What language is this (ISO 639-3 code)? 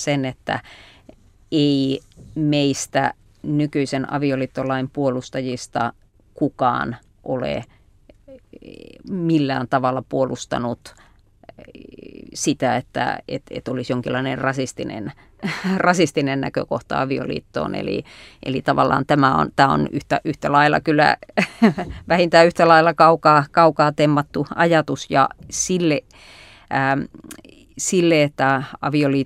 fin